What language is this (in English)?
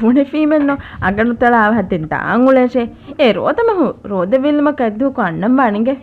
Divehi